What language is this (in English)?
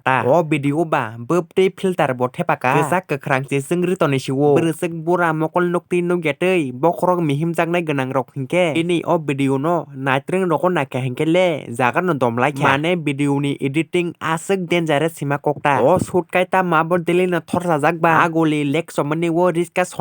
Kok Borok